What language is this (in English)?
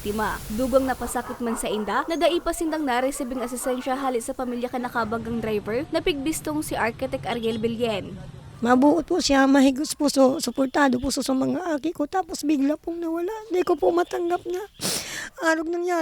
Bikol